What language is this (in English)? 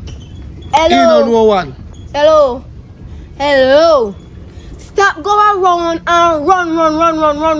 Jamaican Creole English